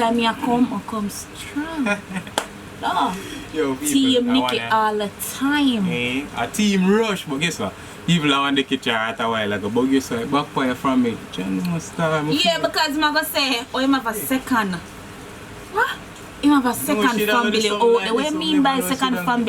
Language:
Jamaican Creole English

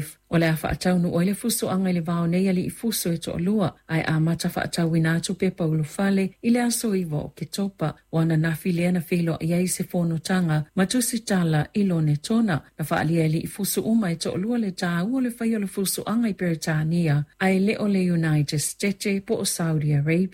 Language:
Samoan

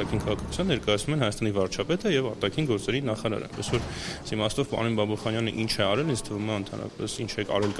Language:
Armenian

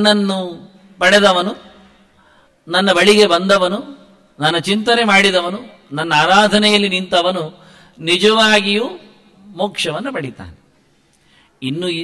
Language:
Kannada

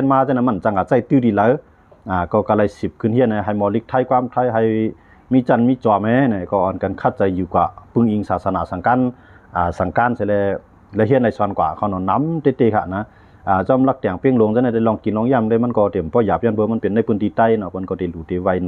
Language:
Shan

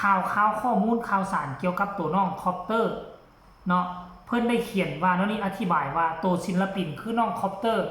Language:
Northeastern Thai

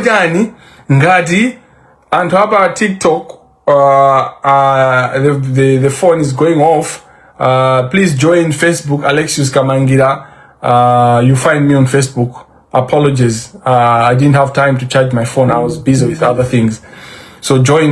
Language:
Nyanja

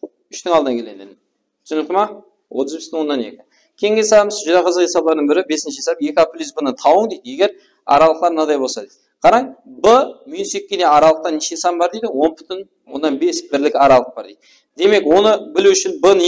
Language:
Kara-Kalpak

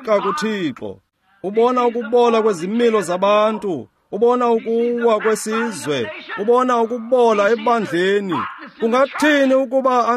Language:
Xhosa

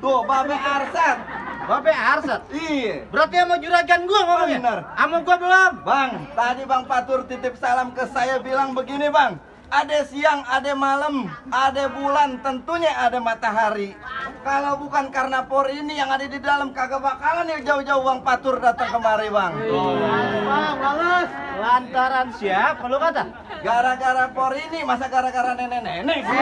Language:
Betawi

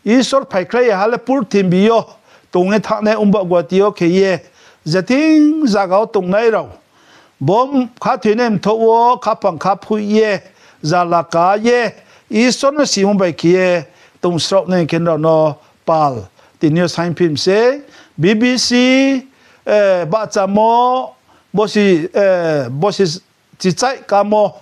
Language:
Riang (India)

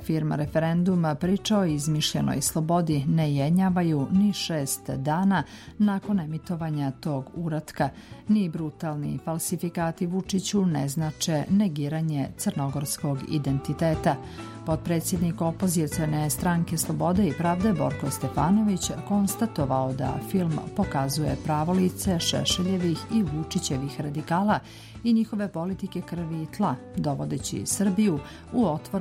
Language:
Serbian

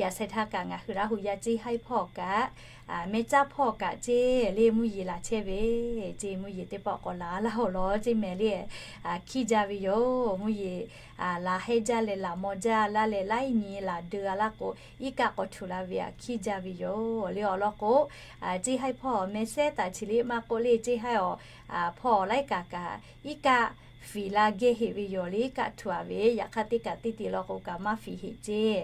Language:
Lahu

